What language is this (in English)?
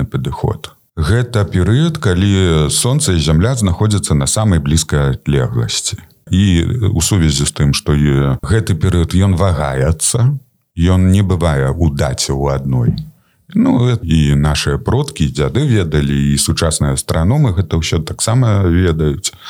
Belarusian